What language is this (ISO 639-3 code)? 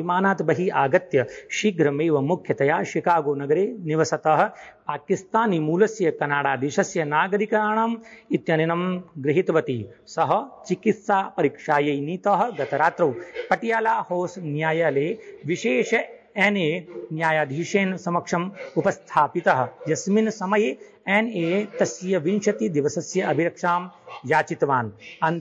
san